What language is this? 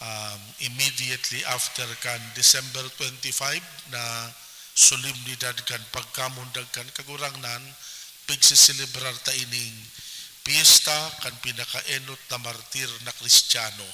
Bikol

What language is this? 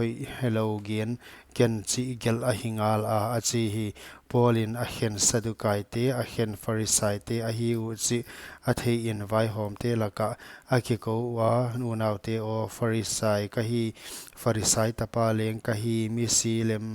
Paite Chin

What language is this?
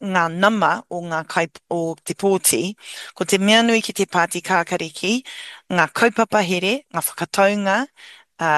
Māori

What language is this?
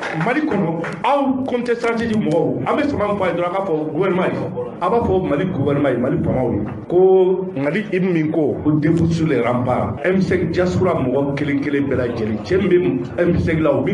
Bambara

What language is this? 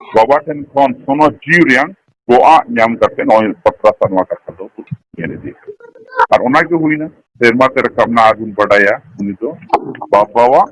Santali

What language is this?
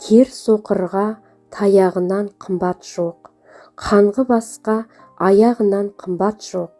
Kazakh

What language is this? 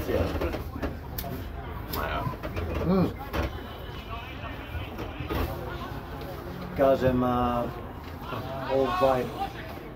Croatian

